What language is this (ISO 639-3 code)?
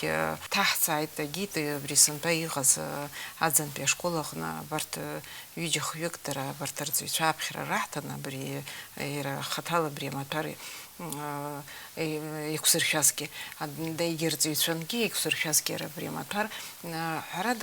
abk